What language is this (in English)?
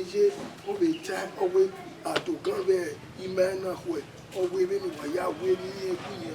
Bini